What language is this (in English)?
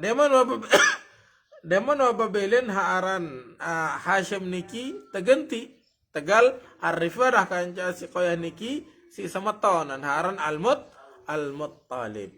Sasak